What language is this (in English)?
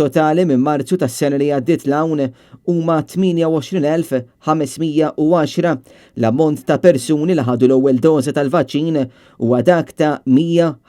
Maltese